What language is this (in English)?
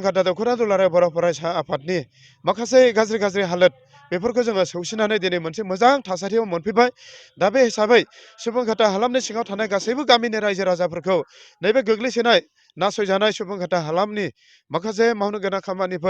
Bodo